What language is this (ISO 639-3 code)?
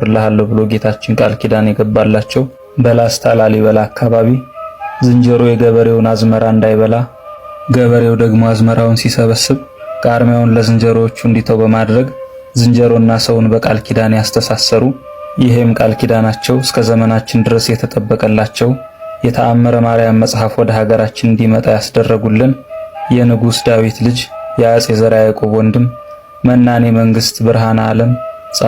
amh